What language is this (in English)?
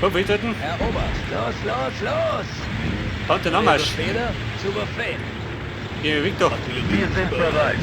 Bavarian